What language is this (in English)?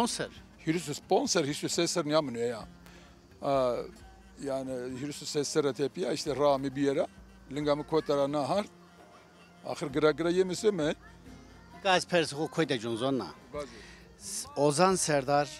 Zaza